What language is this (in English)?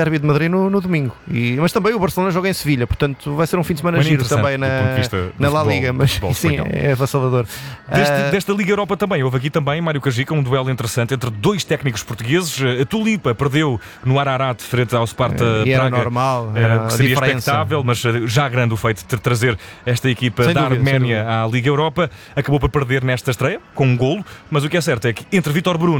Portuguese